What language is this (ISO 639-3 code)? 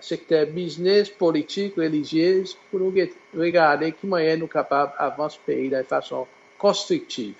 crs